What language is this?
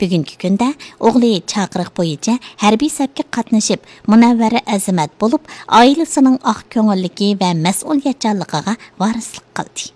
Uyghur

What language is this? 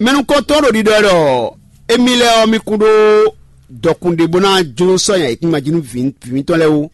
Fon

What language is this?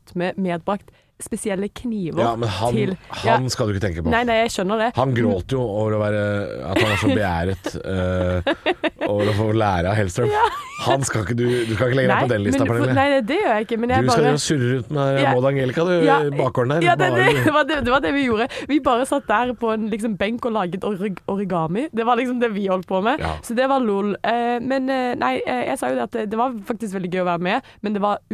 Norwegian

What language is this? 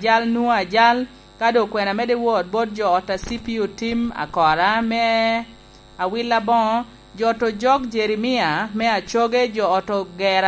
Lango (Uganda)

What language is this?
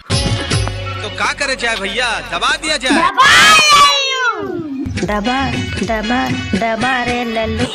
Chhattisgarhi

